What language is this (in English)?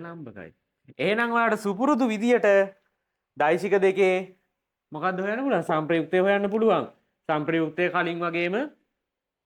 Sinhala